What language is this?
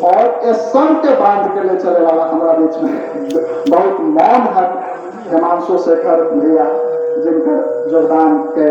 Magahi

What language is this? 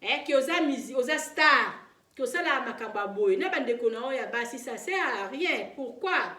Lingala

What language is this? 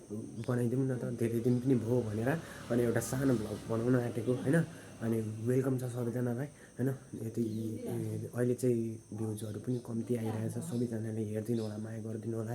Nepali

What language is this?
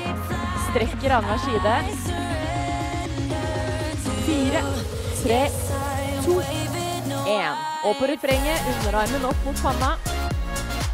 Norwegian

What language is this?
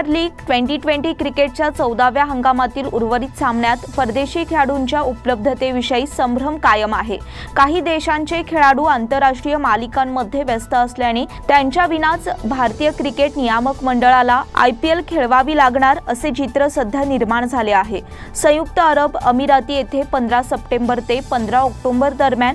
Marathi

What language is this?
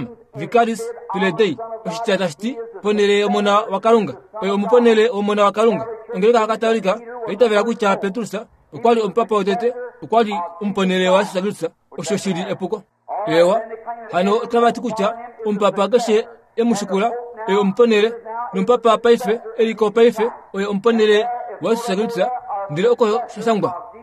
Kuanyama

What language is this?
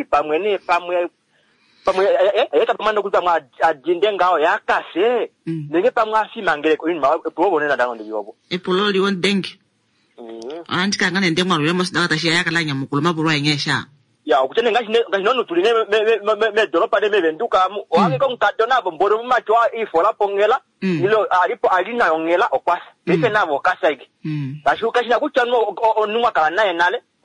Kuanyama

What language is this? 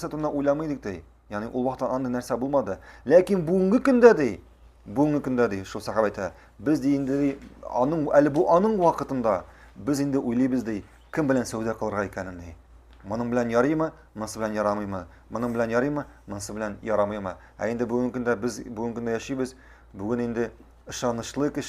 Tatar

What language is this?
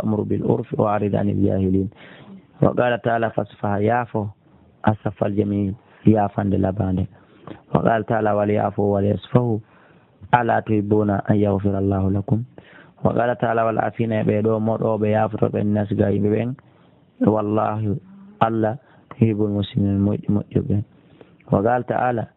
Fula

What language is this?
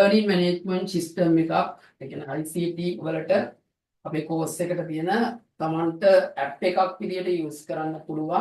Sinhala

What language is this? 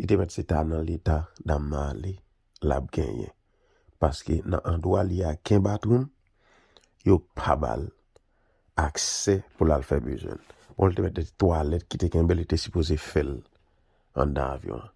Haitian Creole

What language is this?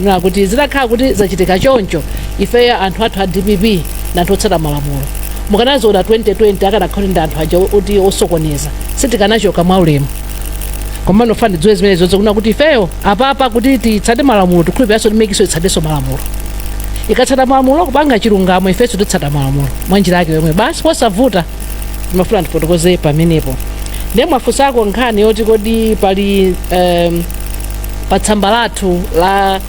Nyanja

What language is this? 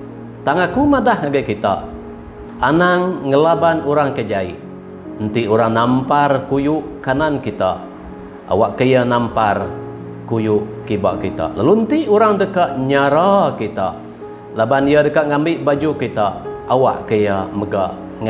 Iban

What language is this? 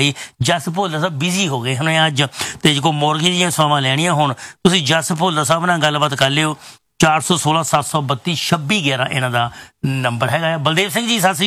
Punjabi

